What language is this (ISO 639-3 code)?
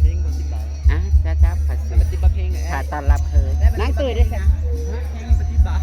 tts